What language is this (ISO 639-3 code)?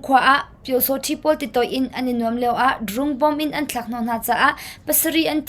cnh